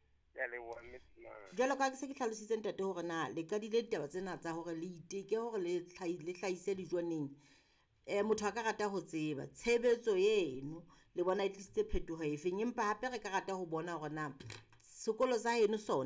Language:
Southern Sotho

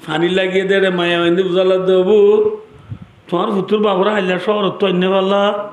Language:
Rohingya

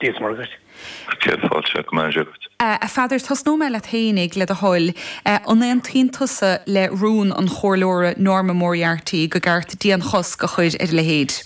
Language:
Irish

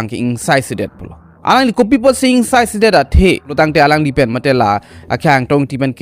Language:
Karbi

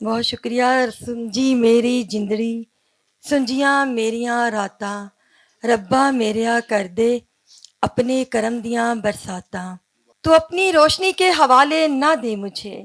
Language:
Western Panjabi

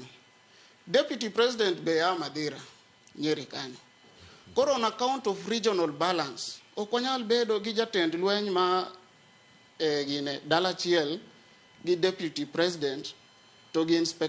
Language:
Luo (Kenya and Tanzania)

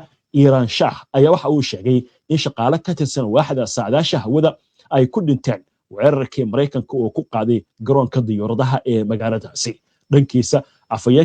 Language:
Somali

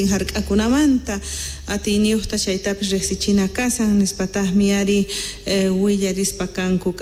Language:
Quechua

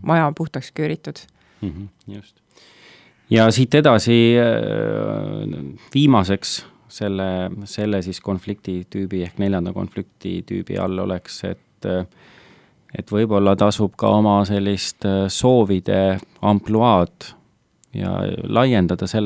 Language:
Estonian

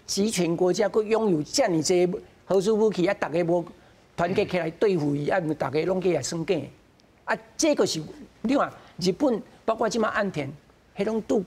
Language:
Min Nan Chinese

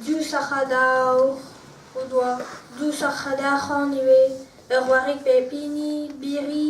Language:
Breton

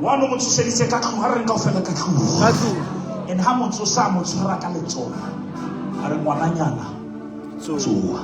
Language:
Southern Sotho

